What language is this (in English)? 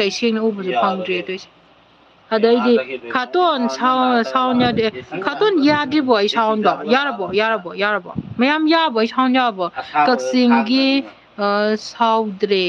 Manipuri